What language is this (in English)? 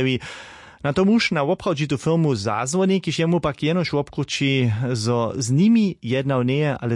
Upper Sorbian